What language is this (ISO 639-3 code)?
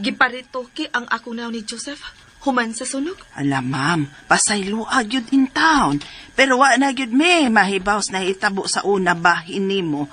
ceb